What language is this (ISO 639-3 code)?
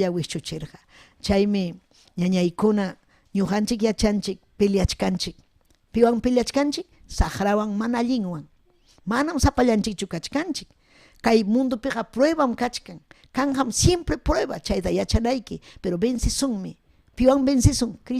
quy